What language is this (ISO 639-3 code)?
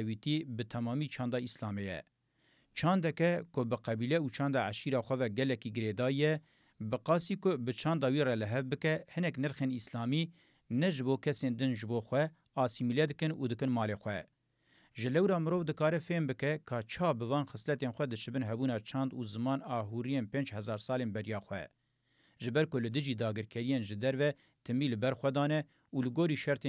kur